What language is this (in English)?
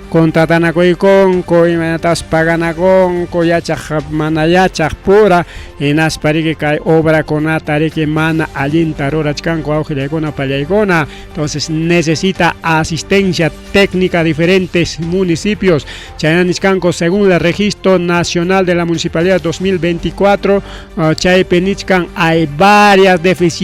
Ayacucho Quechua